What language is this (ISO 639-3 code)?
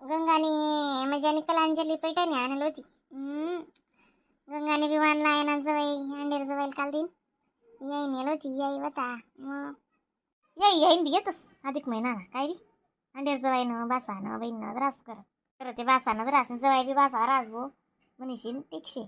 khn